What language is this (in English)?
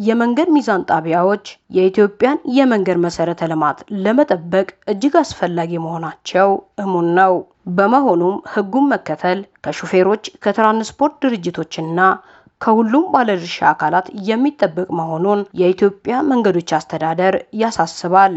Amharic